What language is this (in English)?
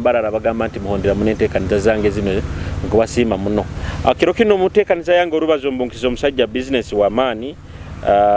Nyoro